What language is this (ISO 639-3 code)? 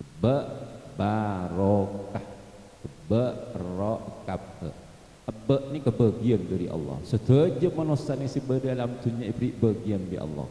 mad